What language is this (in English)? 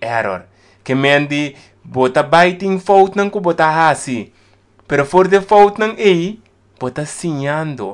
Papiamento